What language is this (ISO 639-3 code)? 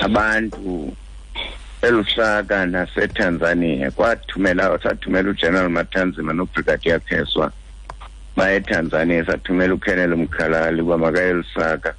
xho